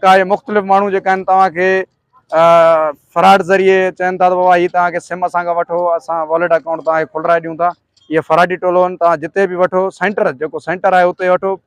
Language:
Sindhi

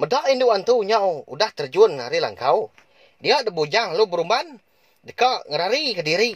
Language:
Iban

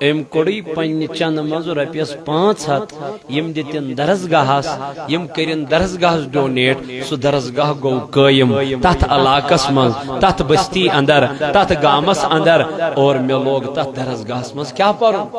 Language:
Kashmiri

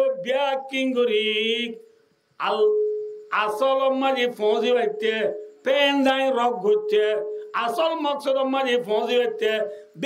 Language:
Rohingya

